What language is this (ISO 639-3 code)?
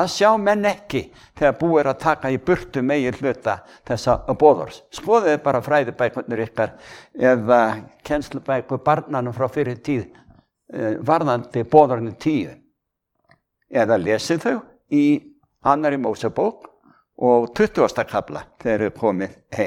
isl